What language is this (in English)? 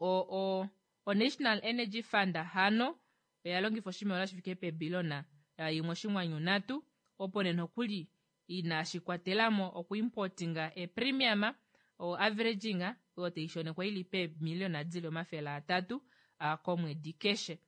Kuanyama